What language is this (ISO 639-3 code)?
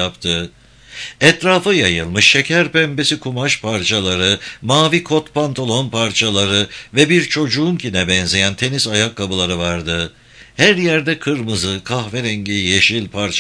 tur